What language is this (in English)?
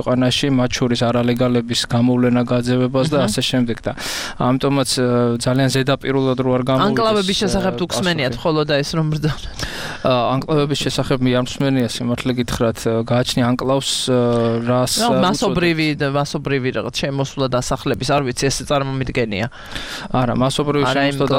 Georgian